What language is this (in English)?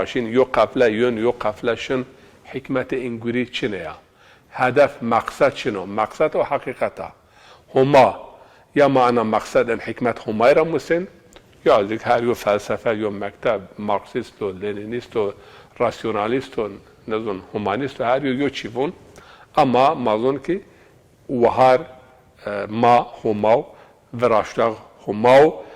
Zaza